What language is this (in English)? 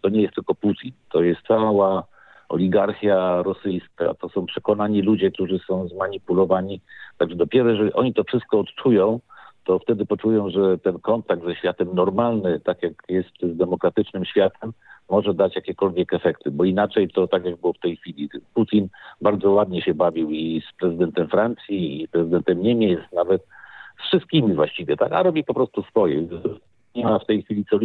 Polish